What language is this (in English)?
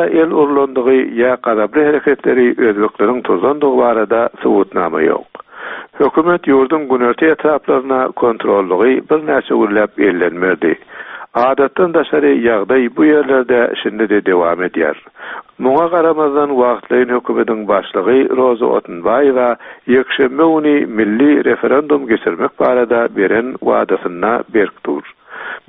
Turkmen